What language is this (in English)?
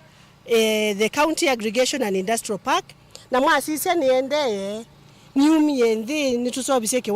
Kamba